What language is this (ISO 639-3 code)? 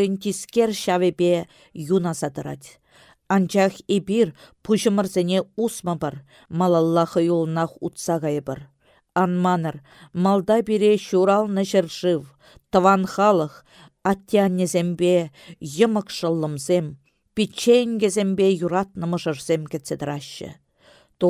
chv